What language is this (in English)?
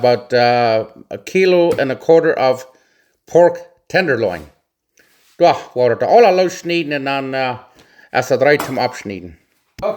Plautdietsch